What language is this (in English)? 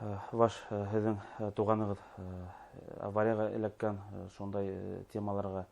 Bashkir